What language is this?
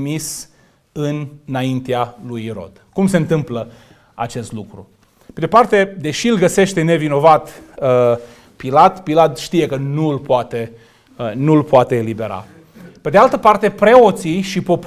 Romanian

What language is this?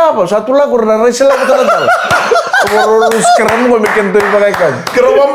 Fijian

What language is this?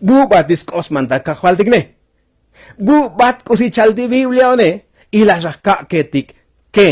Tzotzil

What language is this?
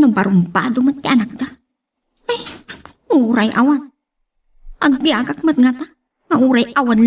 Iloko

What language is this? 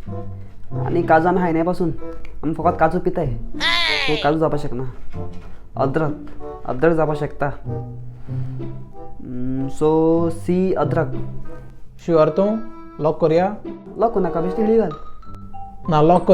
Konkani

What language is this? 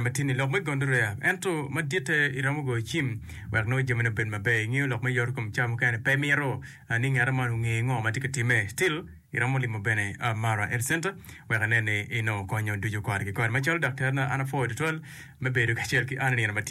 Acoli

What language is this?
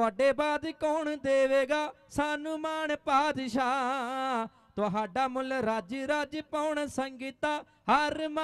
Punjabi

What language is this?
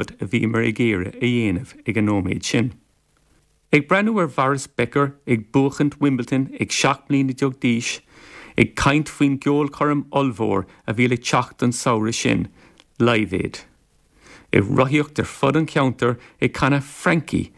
Irish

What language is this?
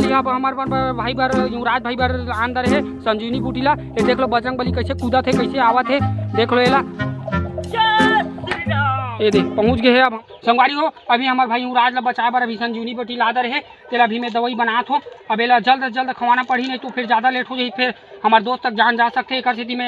Chhattisgarhi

